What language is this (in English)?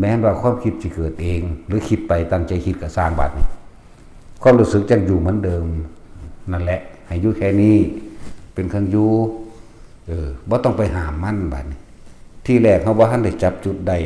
Northeastern Thai